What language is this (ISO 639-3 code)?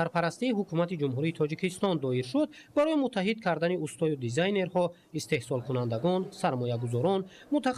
tgk